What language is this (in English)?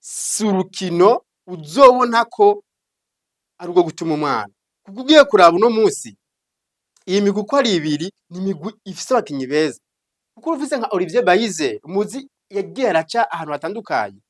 Rundi